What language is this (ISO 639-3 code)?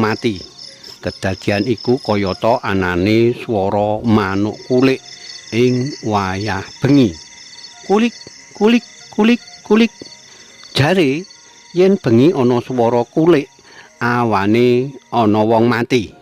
jav